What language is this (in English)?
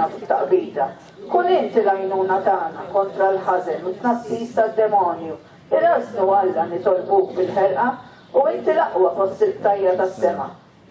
Maltese